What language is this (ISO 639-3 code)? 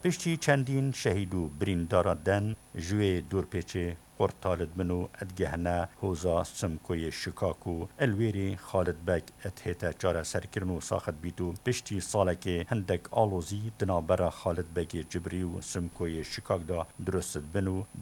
kur